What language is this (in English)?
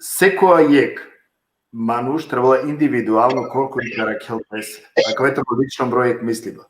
Balkan Romani